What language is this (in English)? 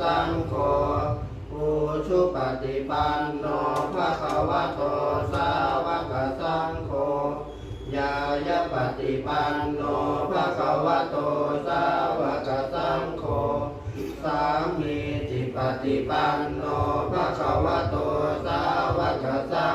Pali